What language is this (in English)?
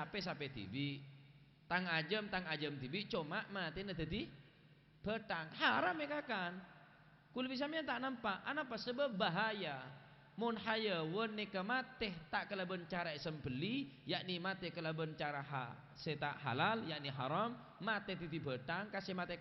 Madurese